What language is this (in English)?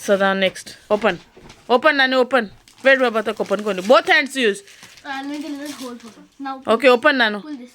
Konkani